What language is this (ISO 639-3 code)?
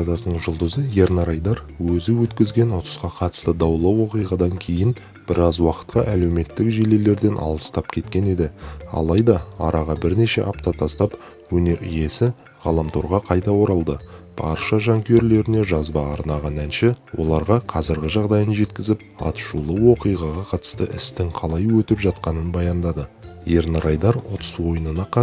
kaz